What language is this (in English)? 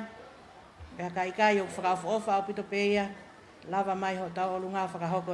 Tongan